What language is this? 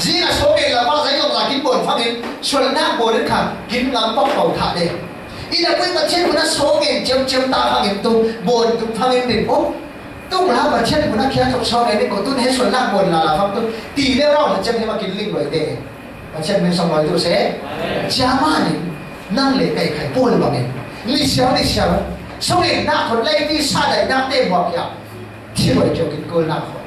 Falam Chin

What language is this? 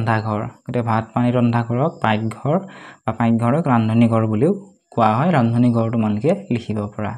Assamese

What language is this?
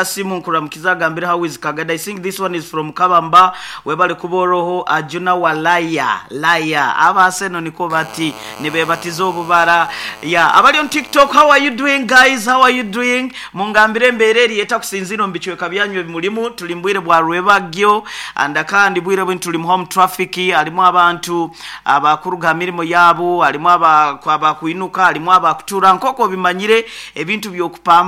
Nyoro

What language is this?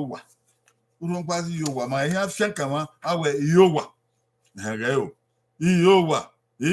Bini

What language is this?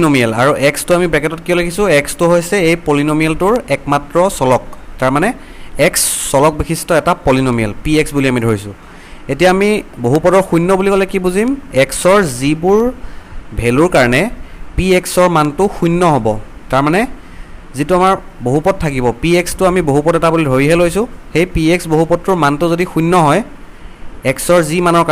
Assamese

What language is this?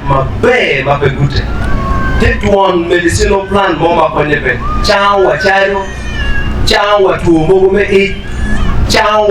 Acoli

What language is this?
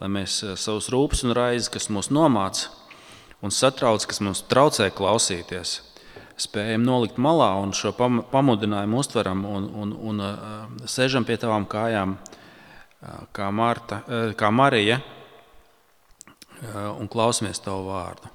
Latvian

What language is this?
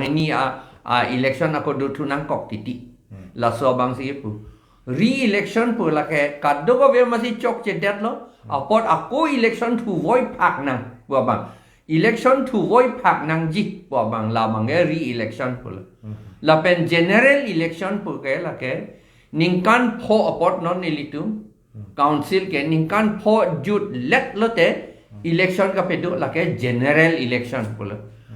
Karbi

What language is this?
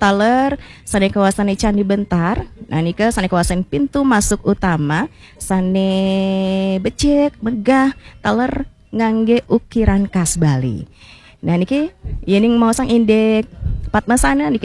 Balinese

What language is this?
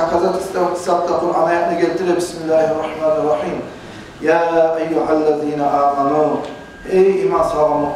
Kumyk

